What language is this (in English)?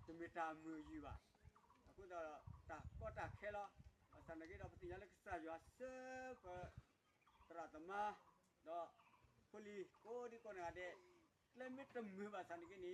S'gaw Karen